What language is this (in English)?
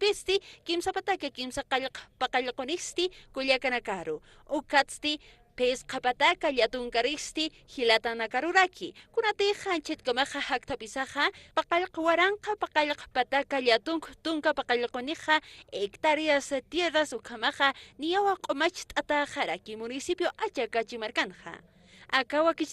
Aymara